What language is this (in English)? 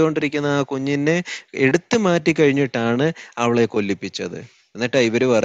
Malayalam